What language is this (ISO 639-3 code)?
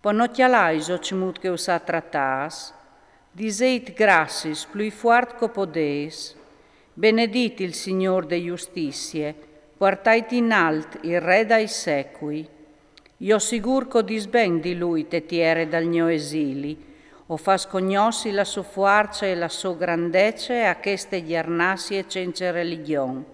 fur